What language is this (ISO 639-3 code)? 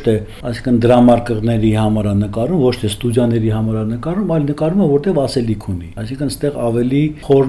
hye